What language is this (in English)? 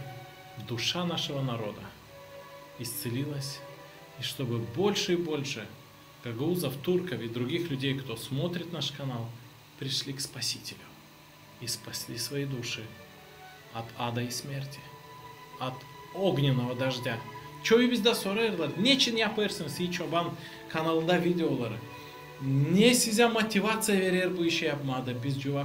Gagauz